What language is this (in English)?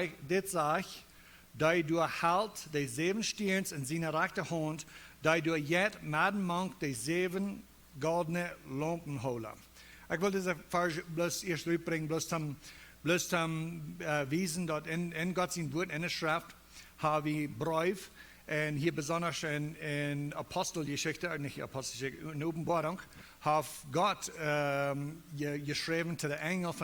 Plautdietsch